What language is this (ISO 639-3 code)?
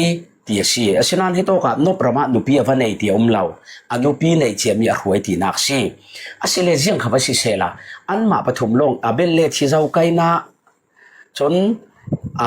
cfm